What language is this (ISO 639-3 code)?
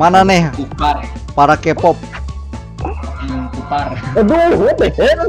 bjn